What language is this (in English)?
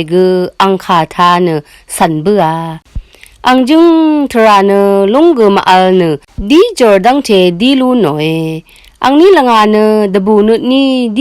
Rawang